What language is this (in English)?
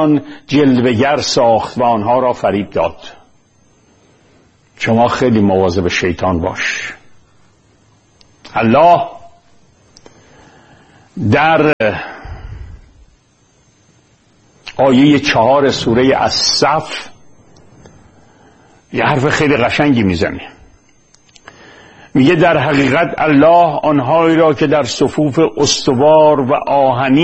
Persian